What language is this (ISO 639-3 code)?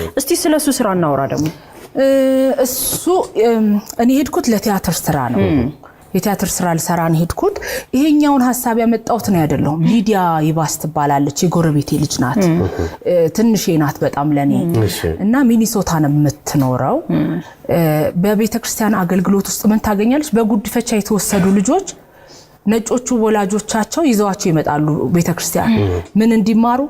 amh